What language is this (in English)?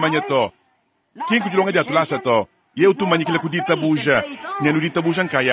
Luba-Lulua